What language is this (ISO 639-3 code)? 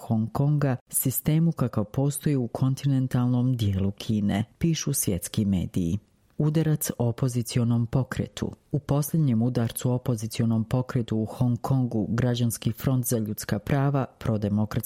srp